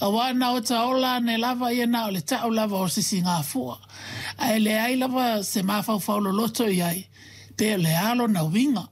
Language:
Samoan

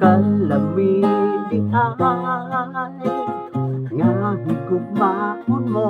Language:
Cebuano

